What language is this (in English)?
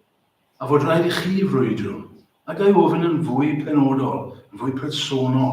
Welsh